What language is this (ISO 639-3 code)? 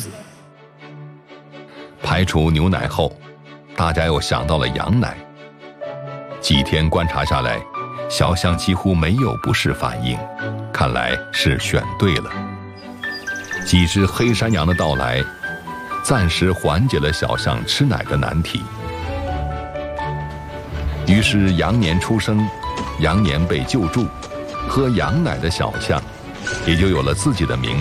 zho